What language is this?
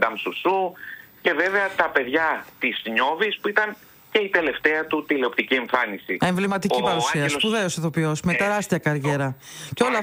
Greek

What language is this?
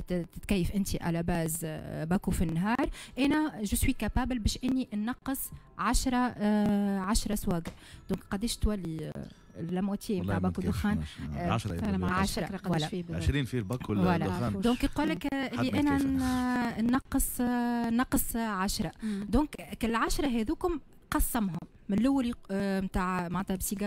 Tunisian Arabic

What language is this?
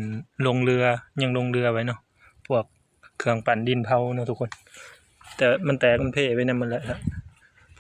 Lao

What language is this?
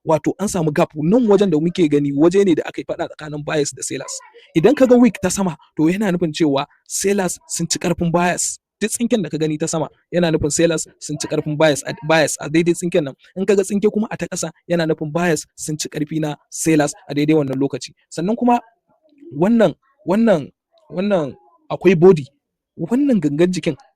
Hausa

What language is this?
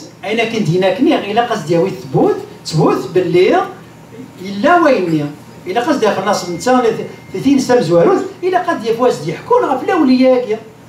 Kabyle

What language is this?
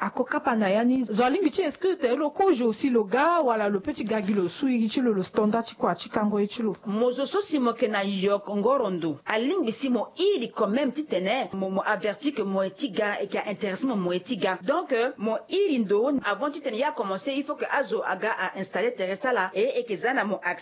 Sango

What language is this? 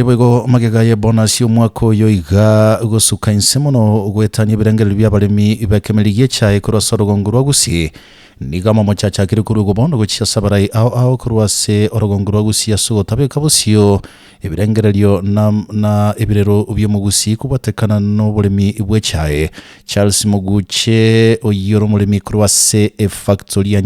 Gusii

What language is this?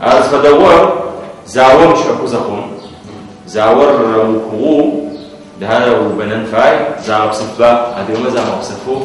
Adyghe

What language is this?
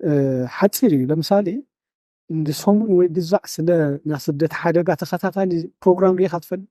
Tigrinya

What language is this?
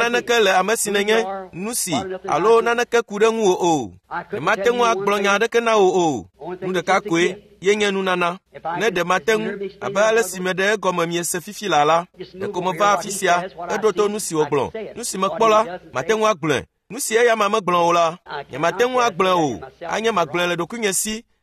Ewe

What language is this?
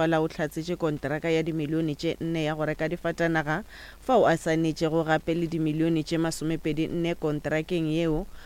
Northern Sotho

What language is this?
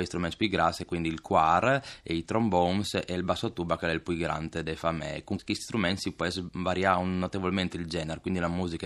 Friulian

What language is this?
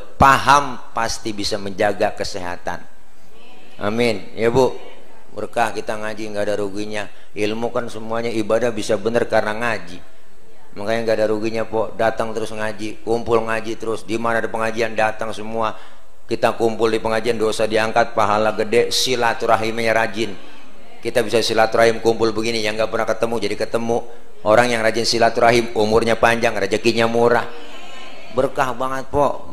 Betawi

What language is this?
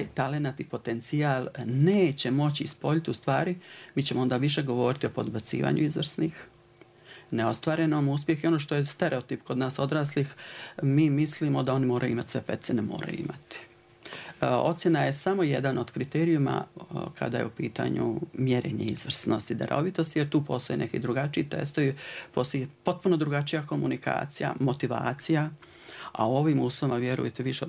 Bosnian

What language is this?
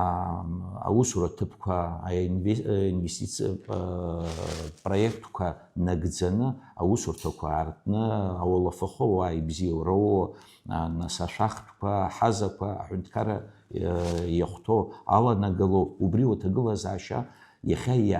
Abkhazian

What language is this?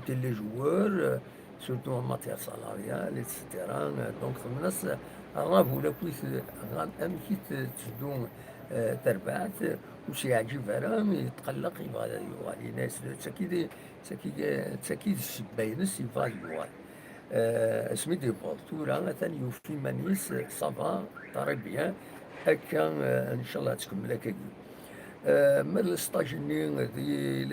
Kabyle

